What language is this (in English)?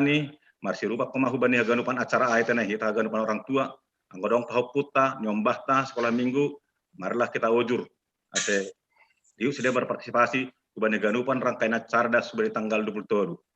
Batak Simalungun